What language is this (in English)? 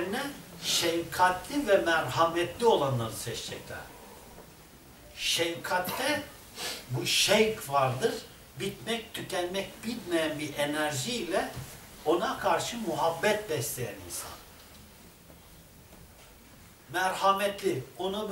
Turkish